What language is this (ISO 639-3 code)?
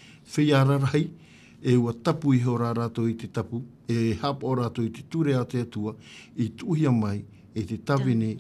tah